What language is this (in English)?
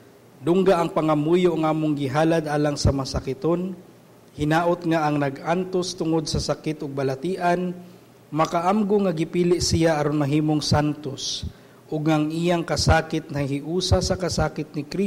Cebuano